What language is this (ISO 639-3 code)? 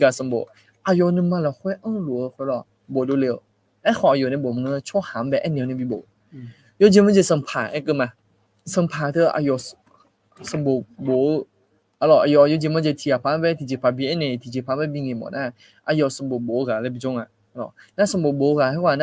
ahk